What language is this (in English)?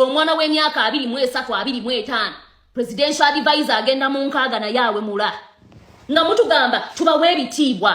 Ganda